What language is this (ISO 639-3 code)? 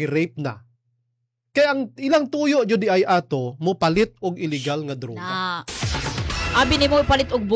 ceb